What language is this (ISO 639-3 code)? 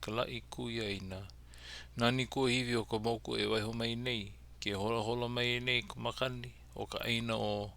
haw